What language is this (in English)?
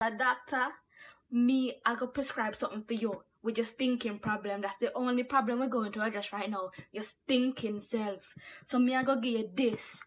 Jamaican Creole English